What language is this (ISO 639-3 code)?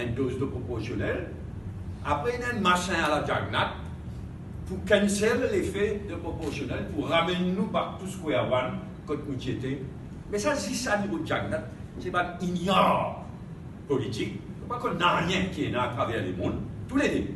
mfe